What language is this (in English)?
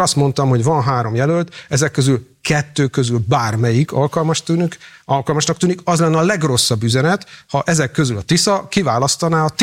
Hungarian